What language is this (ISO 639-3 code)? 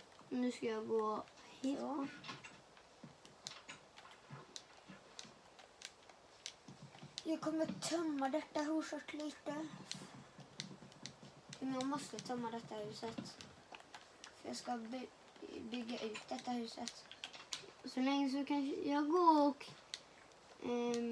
swe